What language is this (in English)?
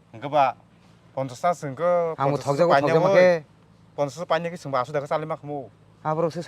Kok Borok